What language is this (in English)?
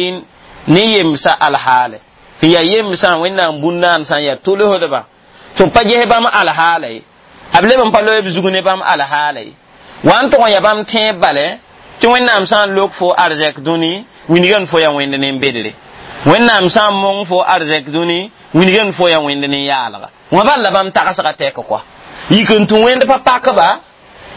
Mossi